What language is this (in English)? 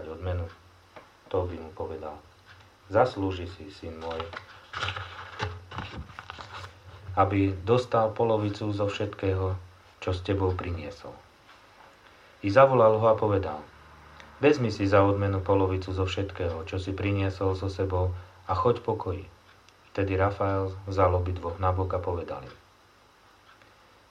Slovak